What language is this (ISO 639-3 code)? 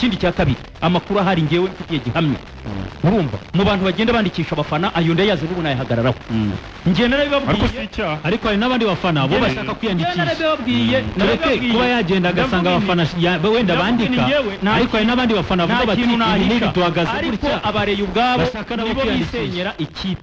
kin